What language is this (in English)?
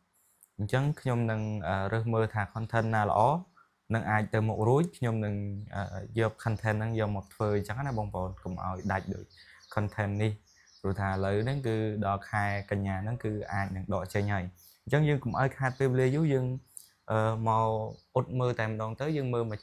Khmer